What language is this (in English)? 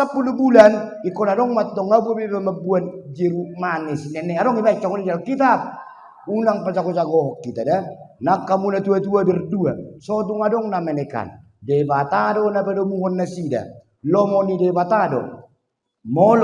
Batak Toba